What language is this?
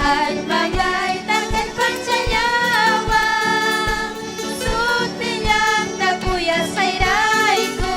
Ayacucho Quechua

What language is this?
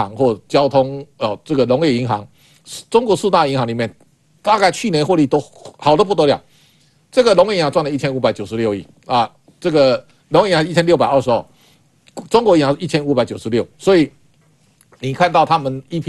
Chinese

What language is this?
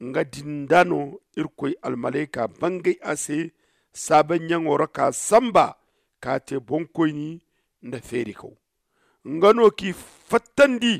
Zarma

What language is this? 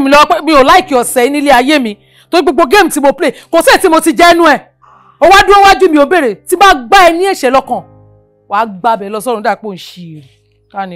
Yoruba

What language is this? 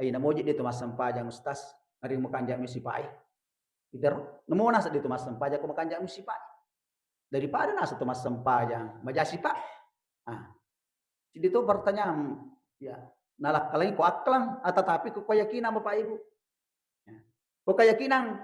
Buginese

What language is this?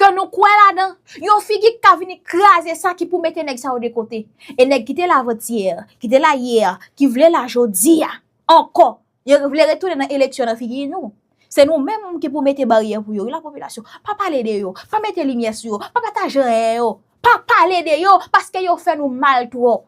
Haitian Creole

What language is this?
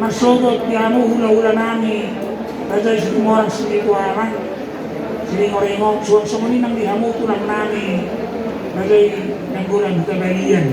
Batak Toba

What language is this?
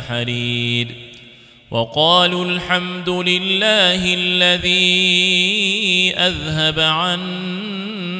Arabic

